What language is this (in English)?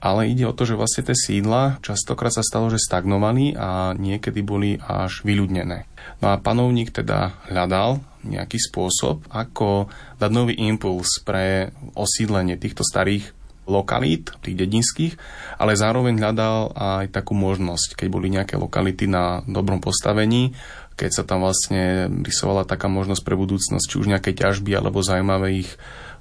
Slovak